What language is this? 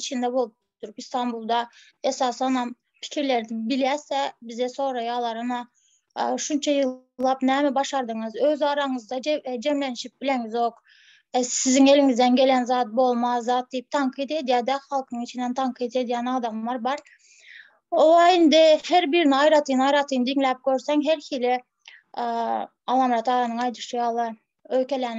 Turkmen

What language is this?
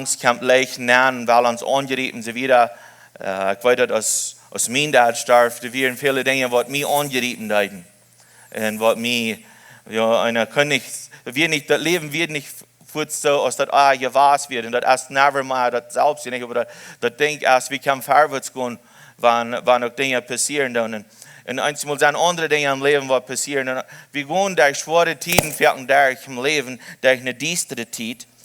Plautdietsch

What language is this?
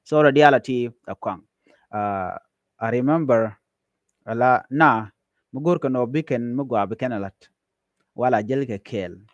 Nuer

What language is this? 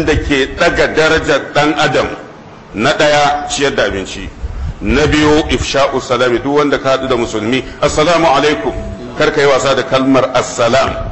Hausa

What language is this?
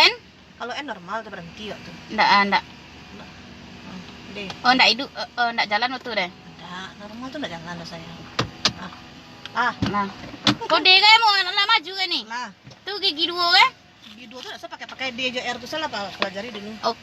Minangkabau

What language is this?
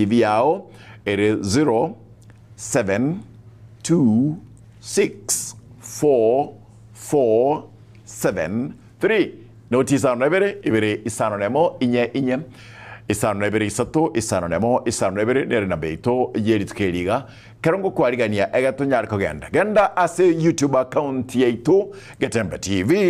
Gusii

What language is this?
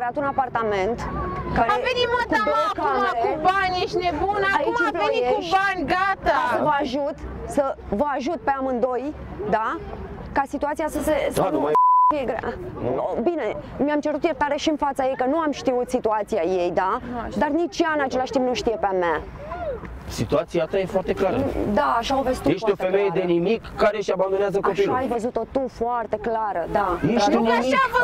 Romanian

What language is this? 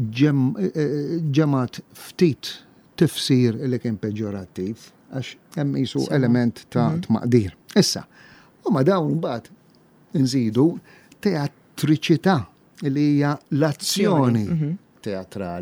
Maltese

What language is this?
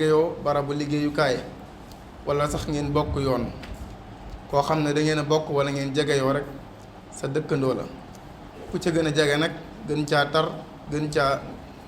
Wolof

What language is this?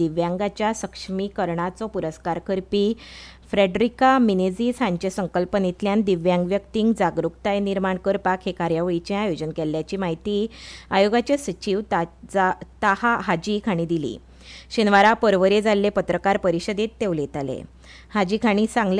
Konkani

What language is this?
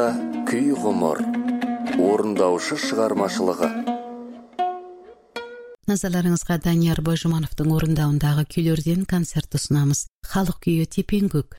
Kazakh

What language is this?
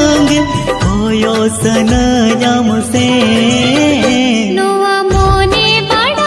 Santali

